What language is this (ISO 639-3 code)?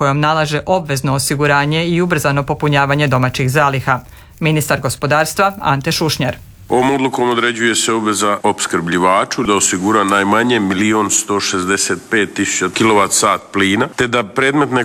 hrv